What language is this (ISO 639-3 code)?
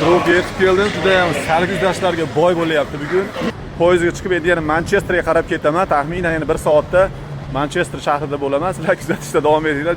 uzb